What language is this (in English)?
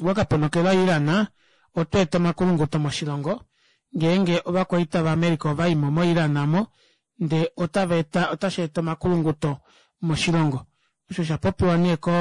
Kuanyama